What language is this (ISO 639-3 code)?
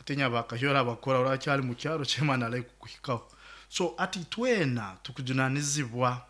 nyo